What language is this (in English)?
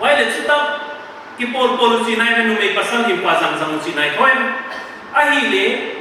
Paite Chin